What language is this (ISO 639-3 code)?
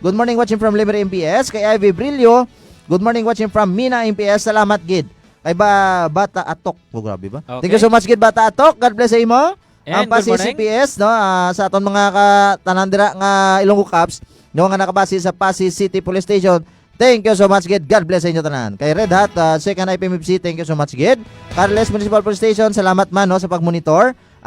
hil